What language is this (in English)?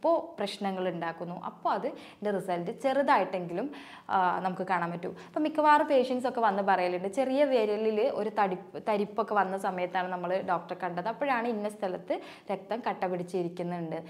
Malayalam